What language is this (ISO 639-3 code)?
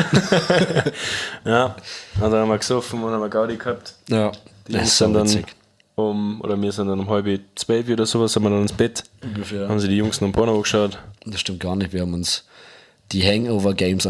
bar